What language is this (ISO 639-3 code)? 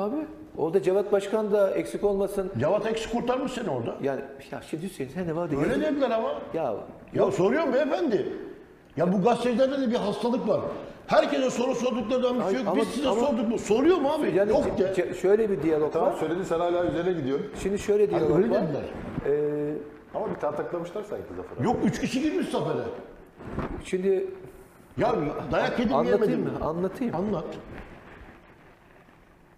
tur